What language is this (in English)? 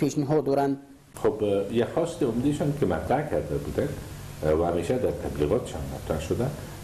Persian